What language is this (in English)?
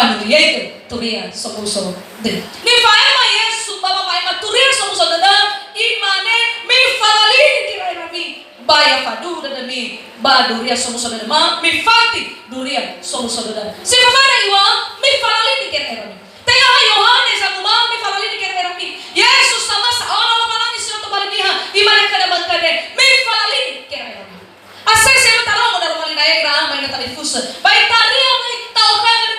Nias